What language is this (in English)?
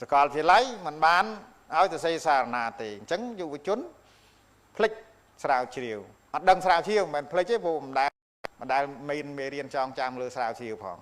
Khmer